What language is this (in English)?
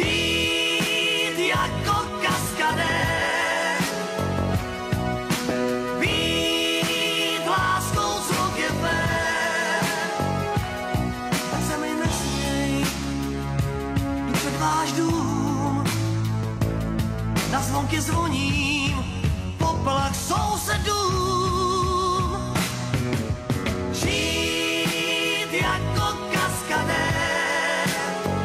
Czech